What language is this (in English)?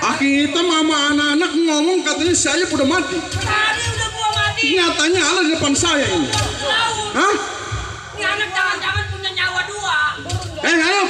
Betawi